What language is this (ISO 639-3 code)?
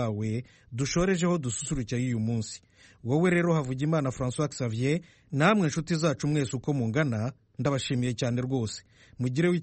kin